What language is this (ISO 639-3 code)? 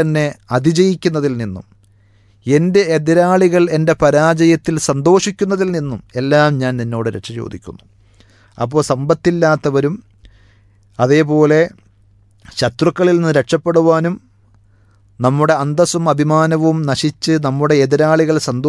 mal